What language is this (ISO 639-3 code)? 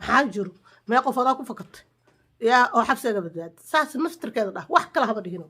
som